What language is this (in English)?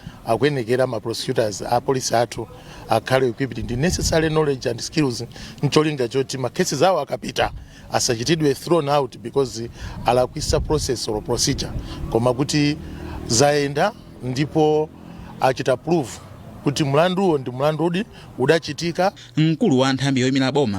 Nyanja